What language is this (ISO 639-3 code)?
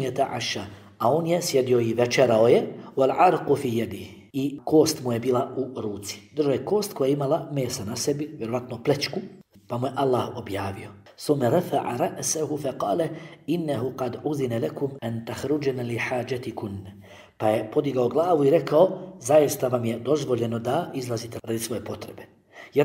bos